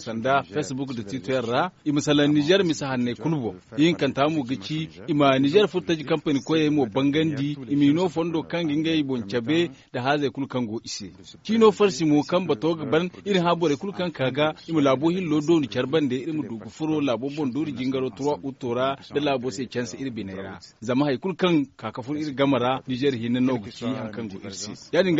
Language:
Zarma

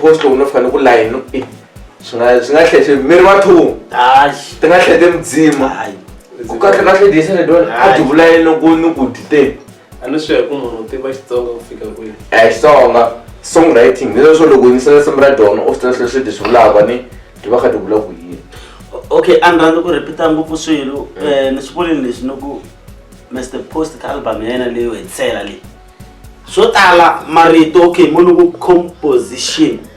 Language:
Tsonga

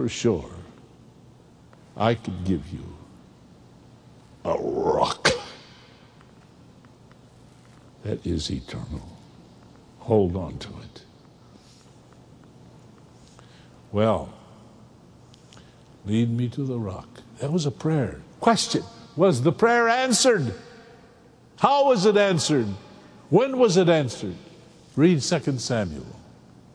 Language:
English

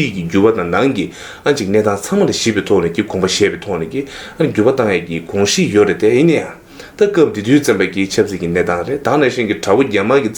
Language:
Tibetan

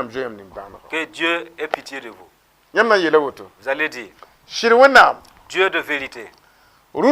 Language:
Mossi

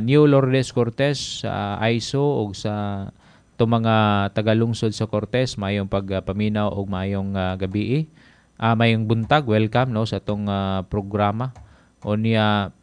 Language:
Cebuano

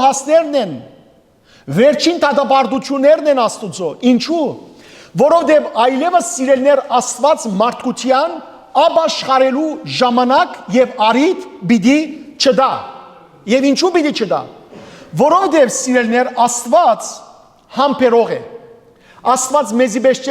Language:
Western Armenian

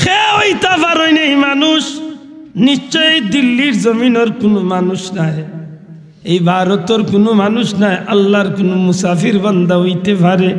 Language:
Sylheti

